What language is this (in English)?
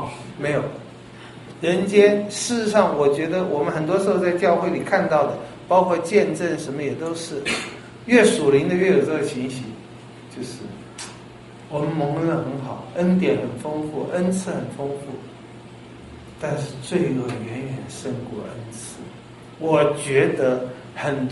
Chinese